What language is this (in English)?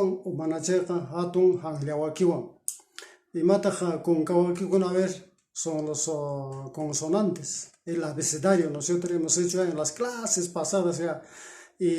Quechua